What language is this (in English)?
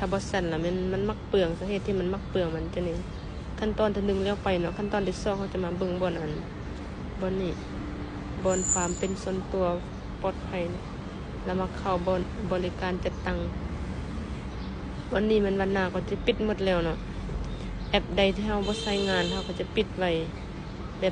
Lao